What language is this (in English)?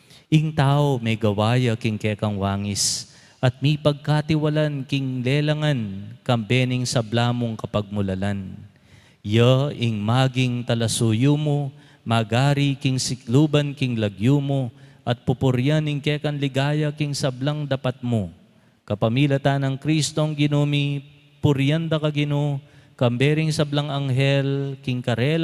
Pampanga